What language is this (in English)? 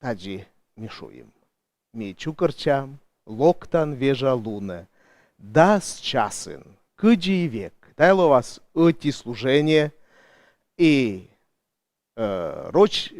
Komi